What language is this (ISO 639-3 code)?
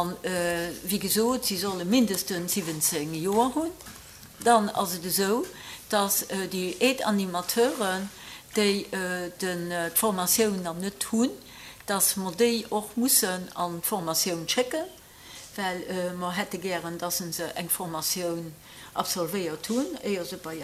ltz